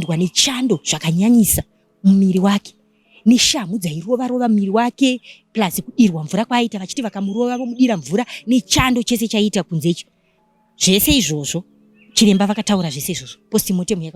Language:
Shona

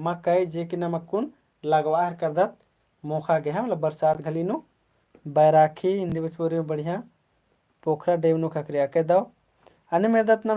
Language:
Kurukh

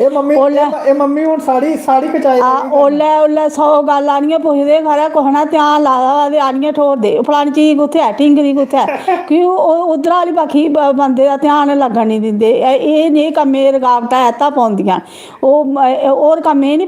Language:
Dogri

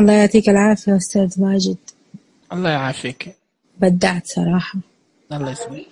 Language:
Najdi Arabic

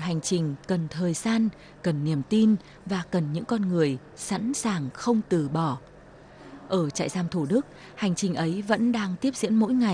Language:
Vietnamese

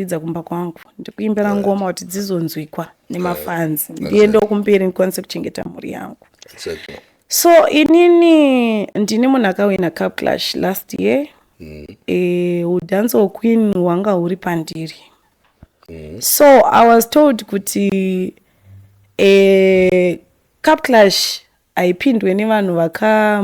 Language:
Shona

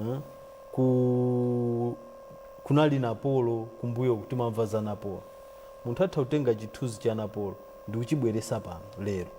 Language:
Nyanja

